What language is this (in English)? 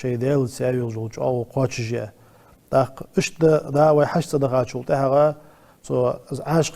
Ingush